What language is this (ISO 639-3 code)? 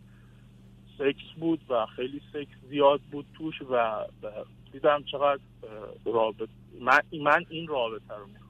fas